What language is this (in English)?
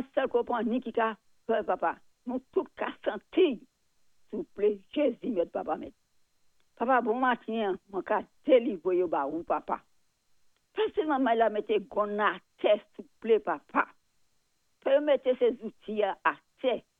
Saint Lucian Creole French